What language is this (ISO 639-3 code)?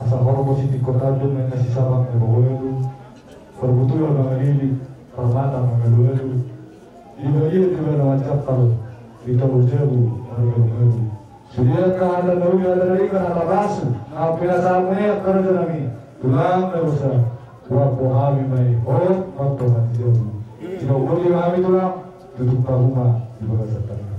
bbc